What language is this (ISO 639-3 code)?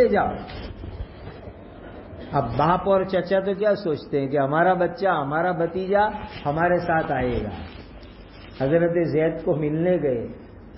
urd